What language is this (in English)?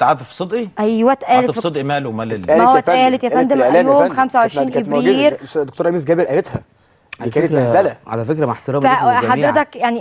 Egyptian Arabic